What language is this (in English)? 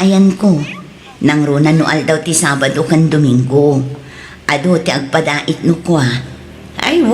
Iloko